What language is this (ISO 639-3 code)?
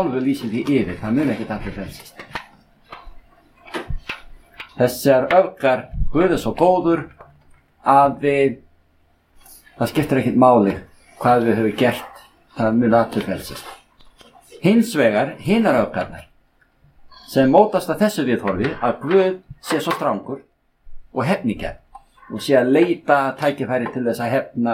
isl